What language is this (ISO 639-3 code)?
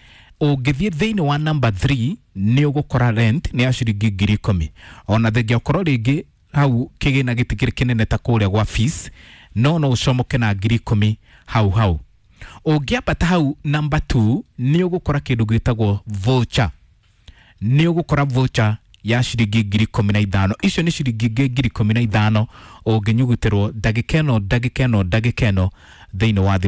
kik